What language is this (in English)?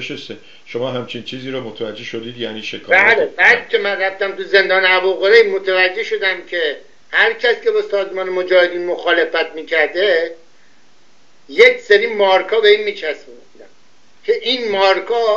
Persian